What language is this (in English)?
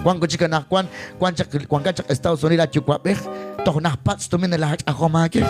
Kekchí